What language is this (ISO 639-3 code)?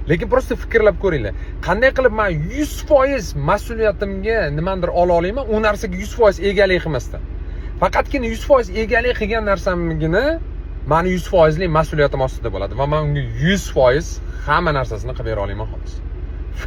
uzb